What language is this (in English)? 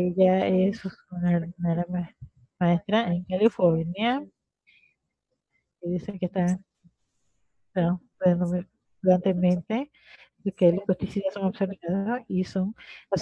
Spanish